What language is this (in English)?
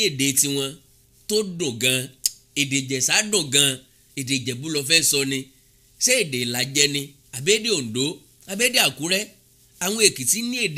Yoruba